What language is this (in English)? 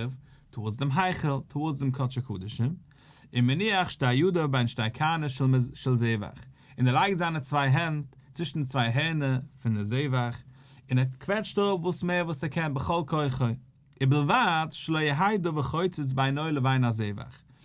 Yiddish